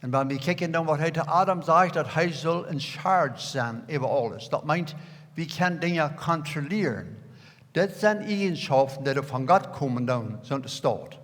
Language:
Plautdietsch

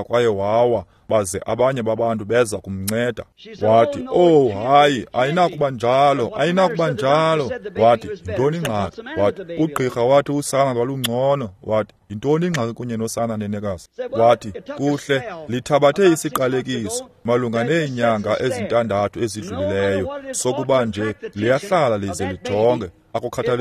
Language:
Xhosa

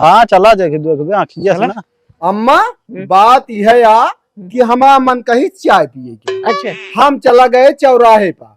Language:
Awadhi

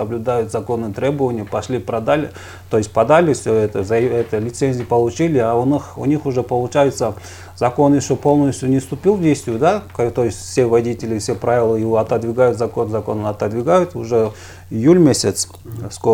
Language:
Russian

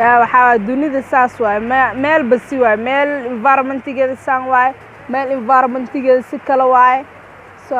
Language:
Somali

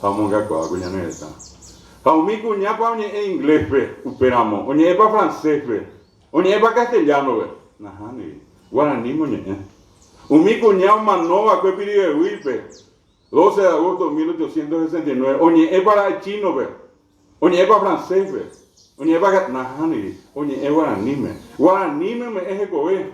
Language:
Guarani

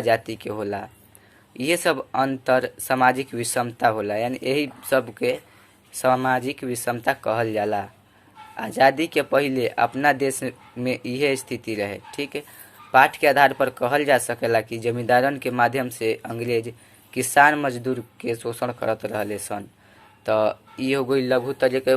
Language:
Bhojpuri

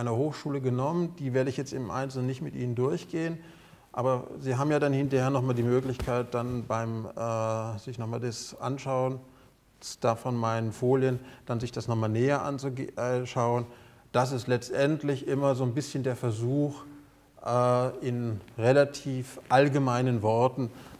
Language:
German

